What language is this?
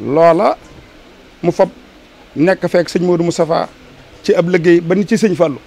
Wolof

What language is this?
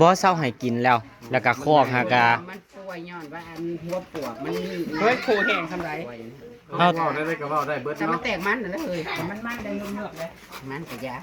Northeastern Thai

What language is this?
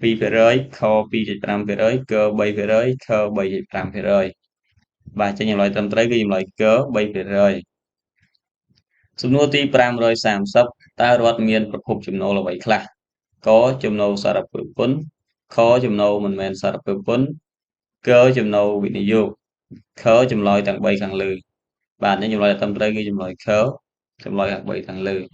Khmer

